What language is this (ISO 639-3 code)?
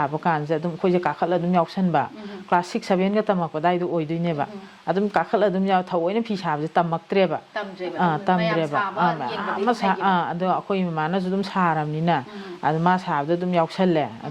mni